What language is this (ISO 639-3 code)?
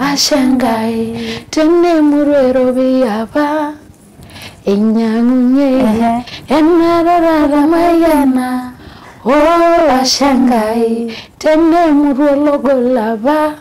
mas